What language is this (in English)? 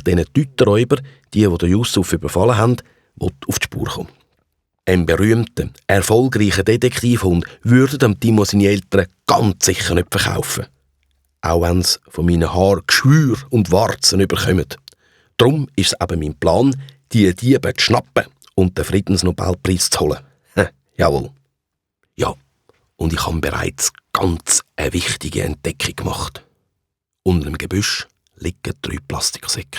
Swiss German